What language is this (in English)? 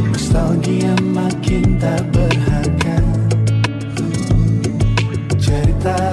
Indonesian